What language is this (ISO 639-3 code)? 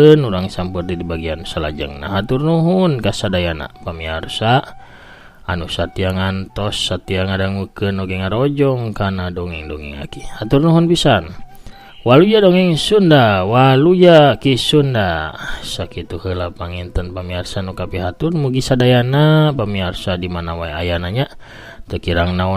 sun